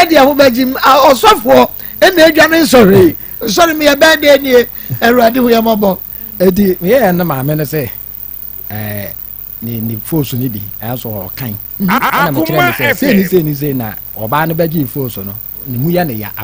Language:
Akan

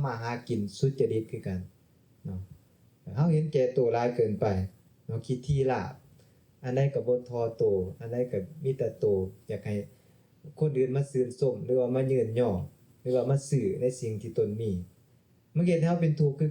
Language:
Lao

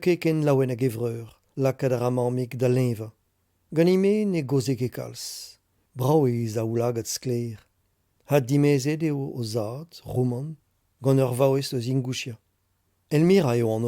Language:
Breton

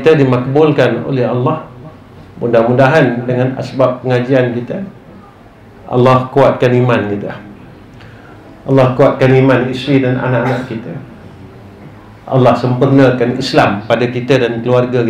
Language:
Malay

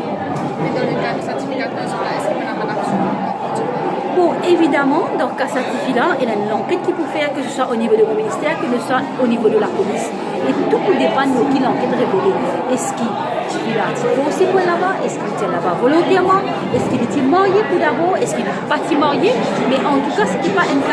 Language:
Morisyen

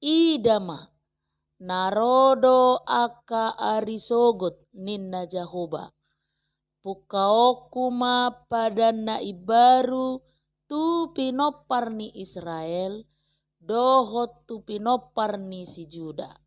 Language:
Batak Toba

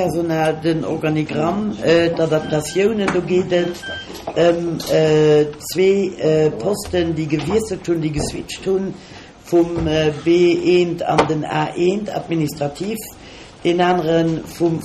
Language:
Luxembourgish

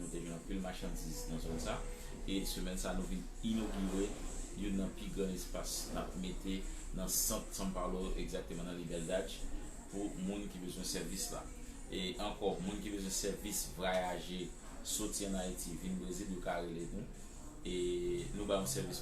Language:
Haitian Creole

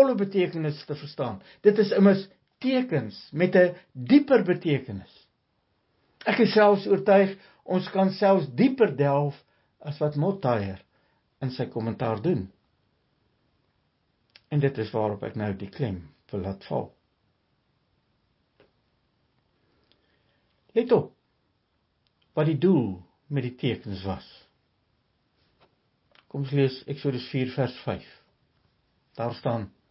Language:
Afrikaans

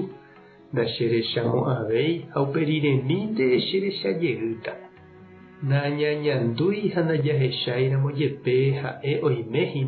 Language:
Guarani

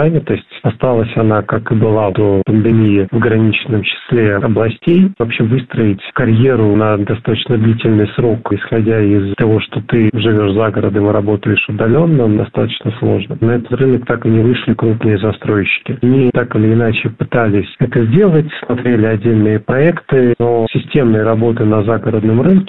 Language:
Russian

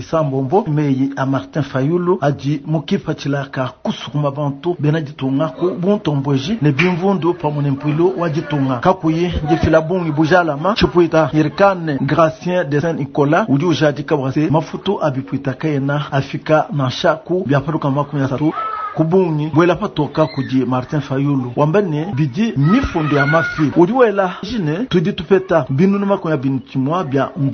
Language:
Luba-Lulua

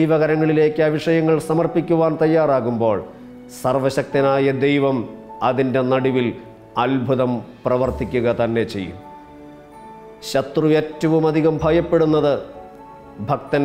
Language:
Malayalam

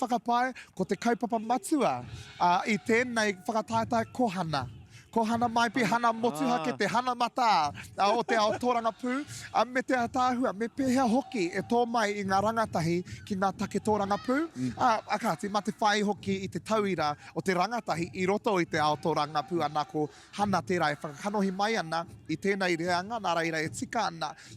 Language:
Māori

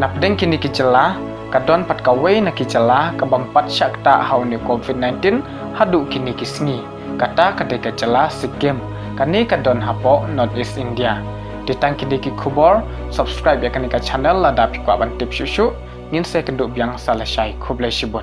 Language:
Khasi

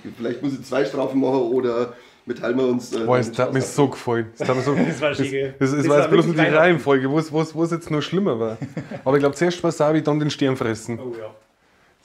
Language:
Bavarian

